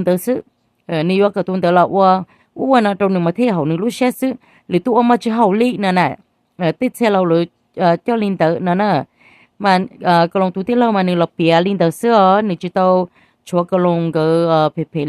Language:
Hmong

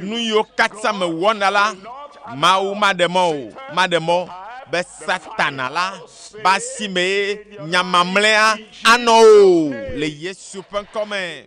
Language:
Ewe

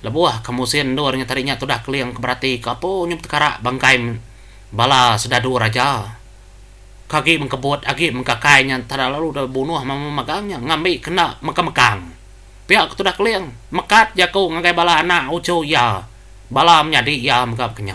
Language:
Iban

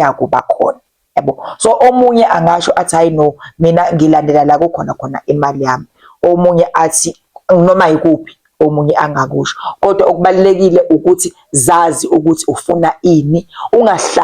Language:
Zulu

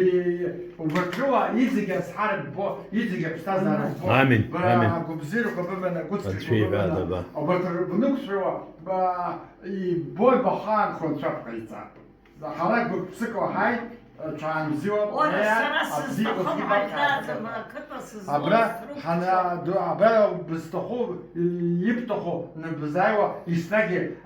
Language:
Abkhazian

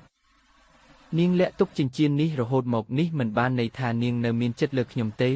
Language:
Khmer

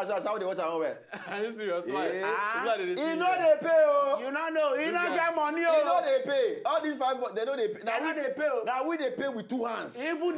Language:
Nigerian Pidgin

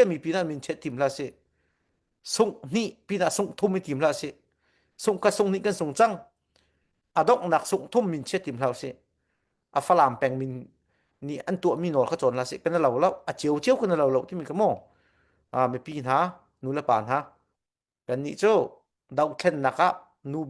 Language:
Hakha Chin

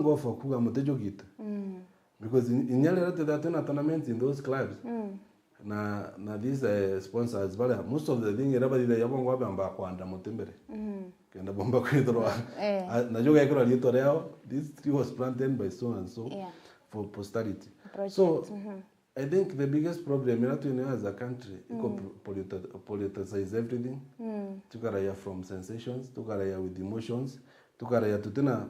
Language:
Meru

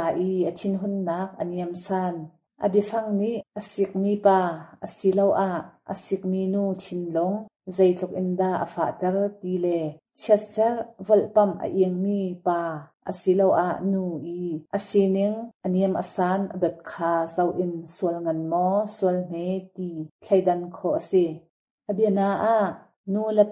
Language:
Hakha Chin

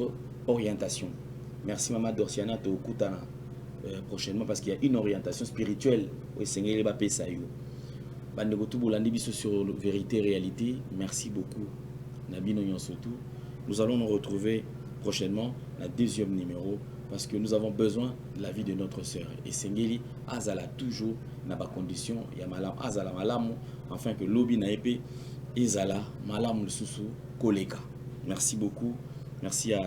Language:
Lingala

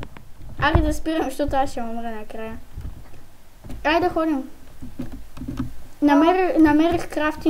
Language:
Bulgarian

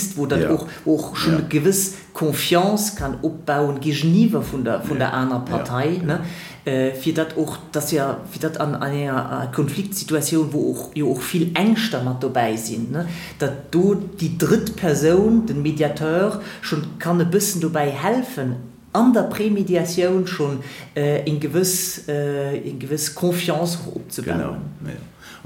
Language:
Luxembourgish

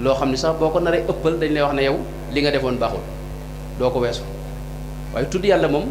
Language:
Wolof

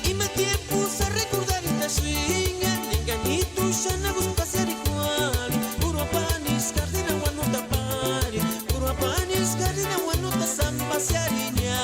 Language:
Purepecha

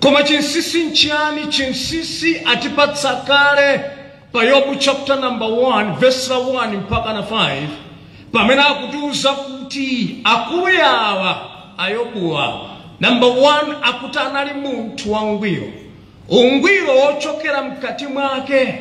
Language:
Nyanja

